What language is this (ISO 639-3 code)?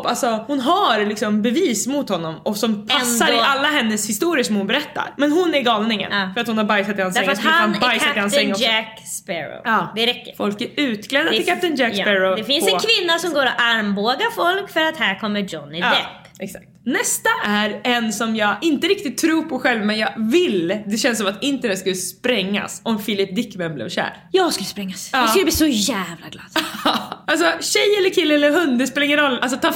swe